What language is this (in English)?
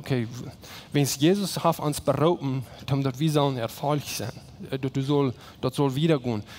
Plautdietsch